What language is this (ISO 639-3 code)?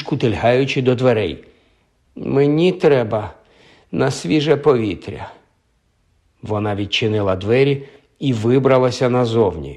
ukr